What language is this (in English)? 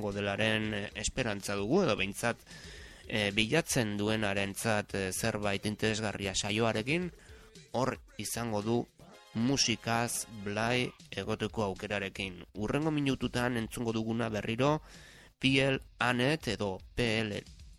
Basque